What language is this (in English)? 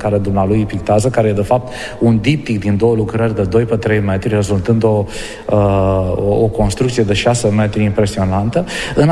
Romanian